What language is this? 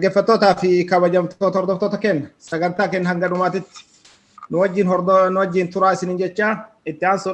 Oromo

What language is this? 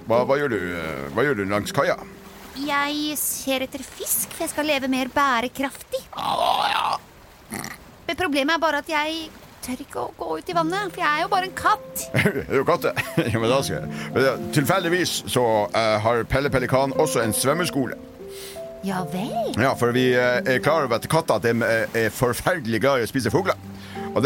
Norwegian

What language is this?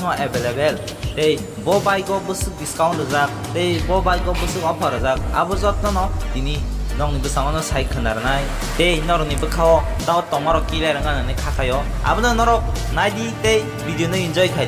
Kok Borok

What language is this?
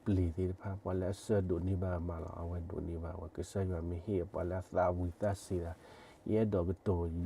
S'gaw Karen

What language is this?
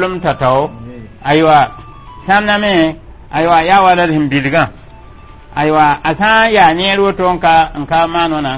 Mossi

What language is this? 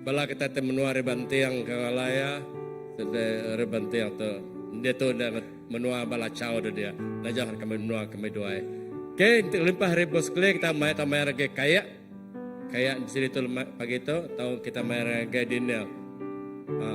Iban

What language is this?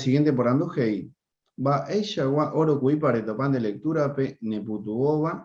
Guarani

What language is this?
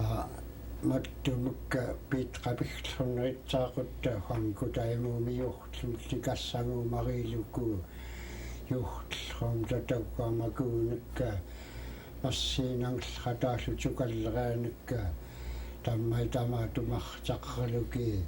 Central Yupik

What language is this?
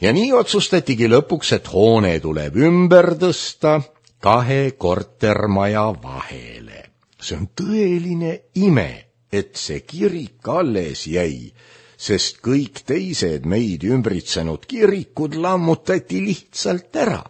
Estonian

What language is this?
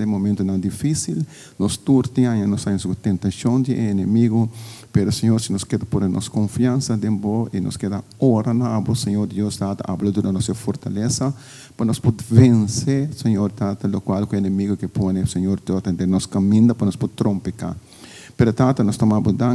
Papiamento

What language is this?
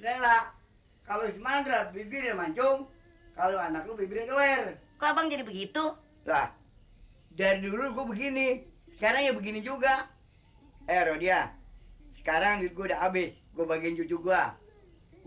Betawi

